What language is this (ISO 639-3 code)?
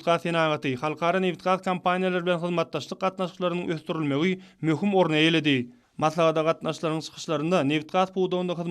tuk